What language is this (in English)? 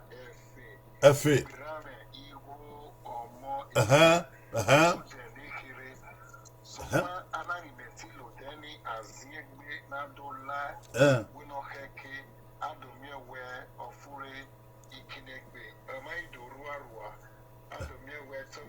Bini